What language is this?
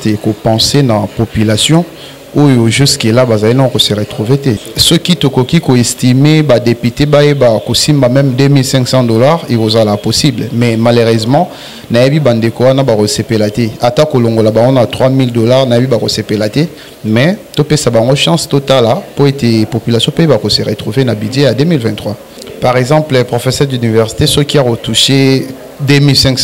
Lingala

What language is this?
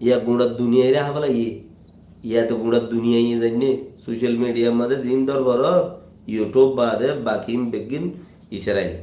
Rohingya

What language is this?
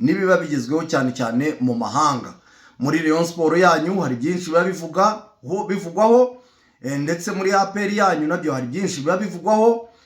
Kinyarwanda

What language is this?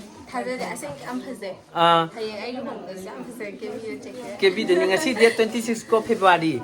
Manipuri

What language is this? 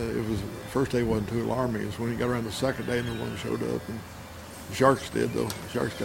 English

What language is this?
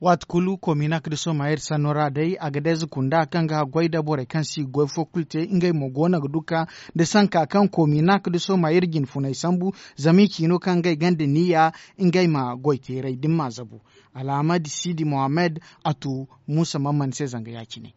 Zarma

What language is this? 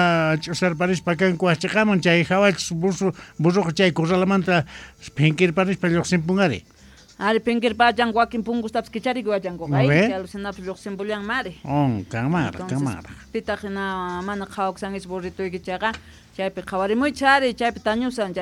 South Bolivian Quechua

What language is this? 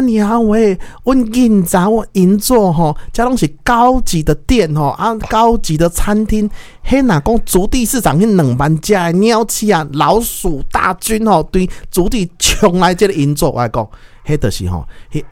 Min Nan Chinese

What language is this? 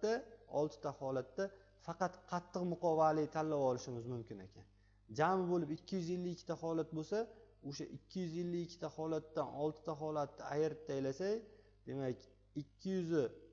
Uzbek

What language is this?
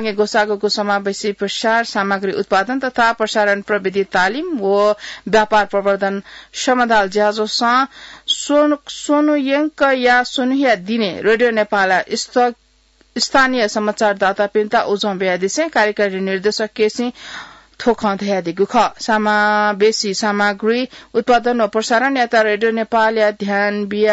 Newari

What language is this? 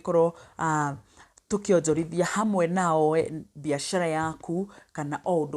Kikuyu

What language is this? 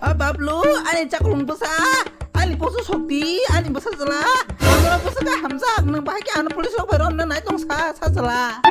Kok Borok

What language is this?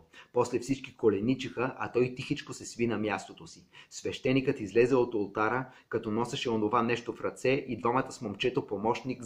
Bulgarian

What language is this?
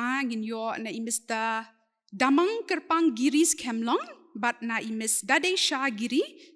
Khasi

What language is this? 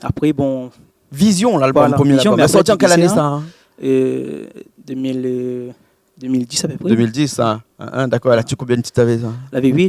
Réunion Creole French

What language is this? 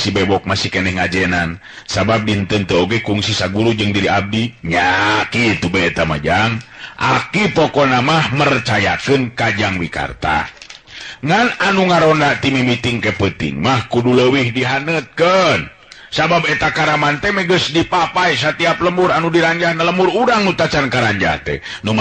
Sundanese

